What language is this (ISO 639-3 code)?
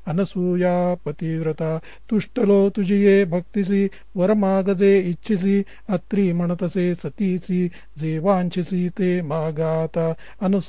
mar